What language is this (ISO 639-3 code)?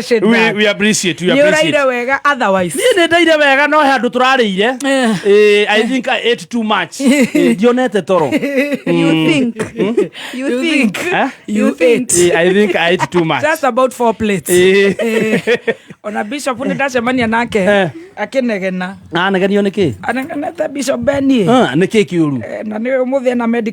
kik